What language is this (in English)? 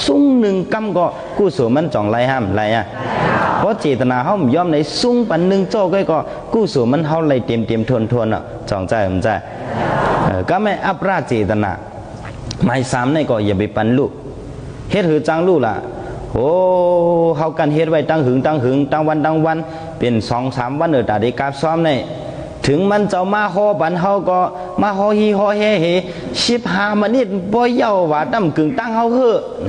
Shan